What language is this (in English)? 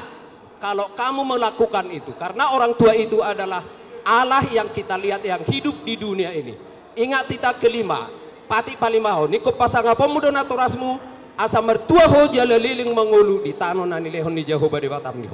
Batak Toba